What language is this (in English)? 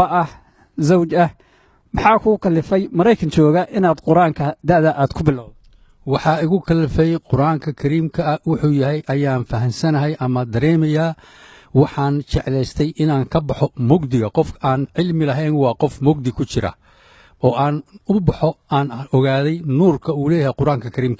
Somali